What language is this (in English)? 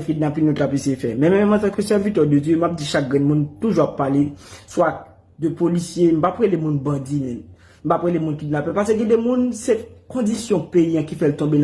Haitian Creole